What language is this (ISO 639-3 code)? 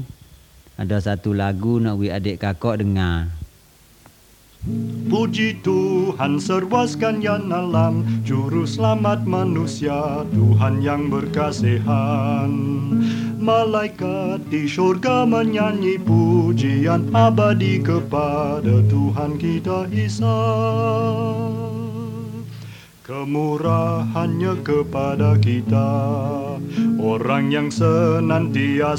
msa